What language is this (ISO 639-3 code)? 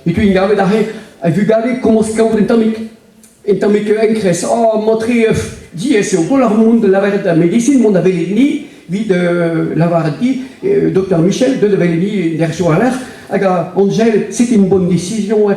bre